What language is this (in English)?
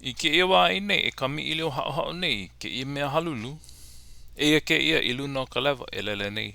Hawaiian